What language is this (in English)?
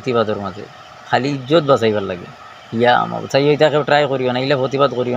Sylheti